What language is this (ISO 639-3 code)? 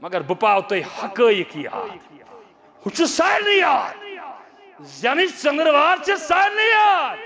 kas